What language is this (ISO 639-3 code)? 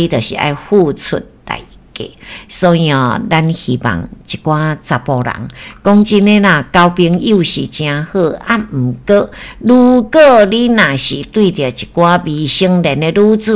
nan